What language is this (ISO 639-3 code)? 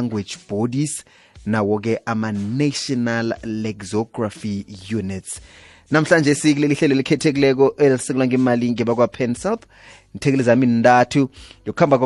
nbl